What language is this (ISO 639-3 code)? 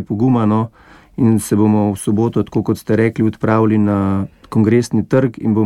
slv